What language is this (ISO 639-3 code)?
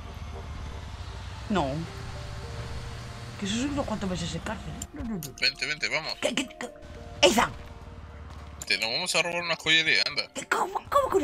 spa